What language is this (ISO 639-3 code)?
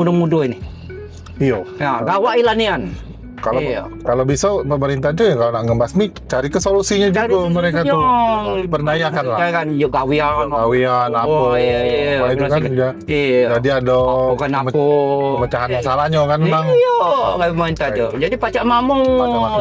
mui